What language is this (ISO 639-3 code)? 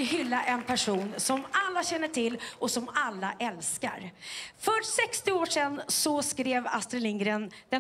swe